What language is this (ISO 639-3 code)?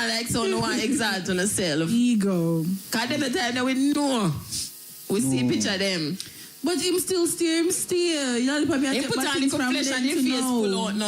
jam